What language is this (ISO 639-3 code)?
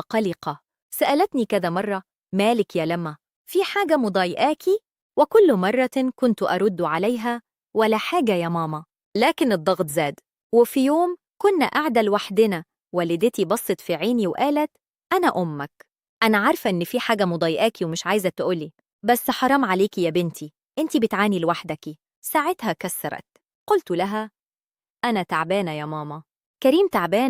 arz